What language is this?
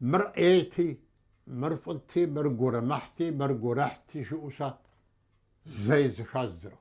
Kabardian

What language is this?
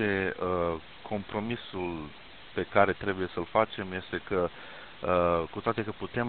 Romanian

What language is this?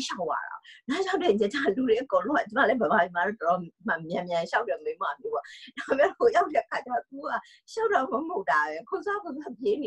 Burmese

